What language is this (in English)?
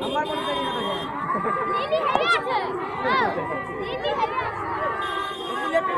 Maithili